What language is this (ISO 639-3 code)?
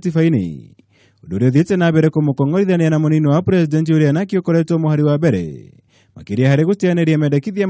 kik